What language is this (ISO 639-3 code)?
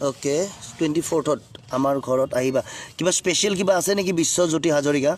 asm